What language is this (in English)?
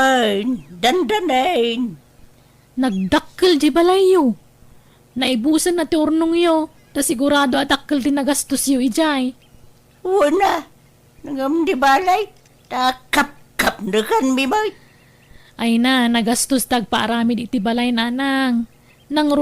Iloko